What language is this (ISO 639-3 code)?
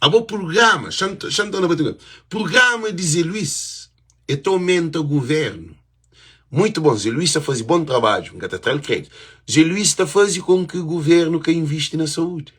kea